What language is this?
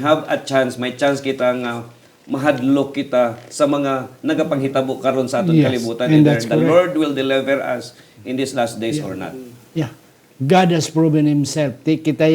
Hiligaynon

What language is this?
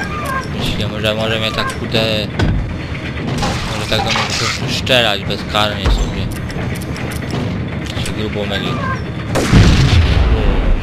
Polish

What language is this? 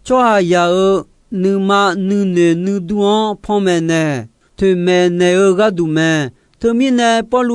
Akha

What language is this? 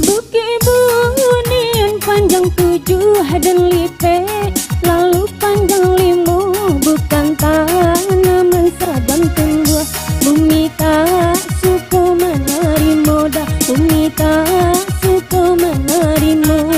Minangkabau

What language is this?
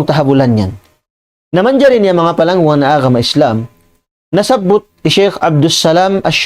Tausug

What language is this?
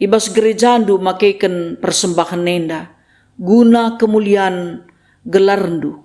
Batak Karo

